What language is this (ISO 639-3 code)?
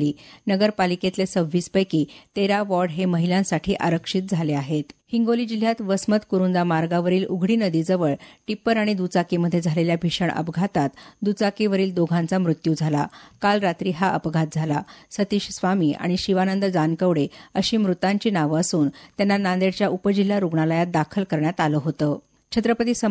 mar